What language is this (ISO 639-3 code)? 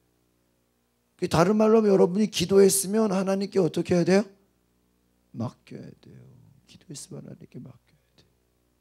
kor